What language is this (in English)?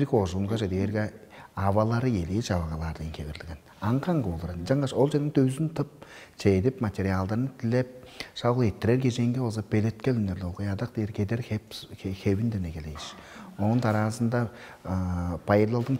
Tuvinian